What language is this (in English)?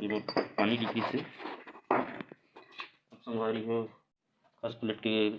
Chhattisgarhi